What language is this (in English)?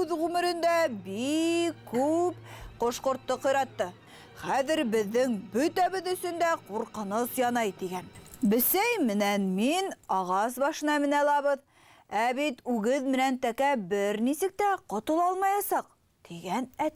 Bashkir